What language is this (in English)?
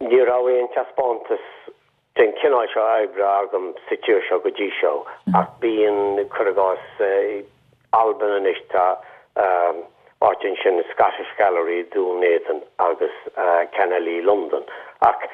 Irish